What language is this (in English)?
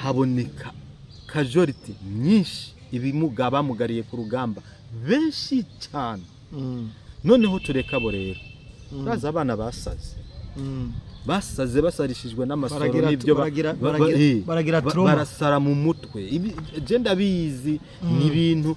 Rundi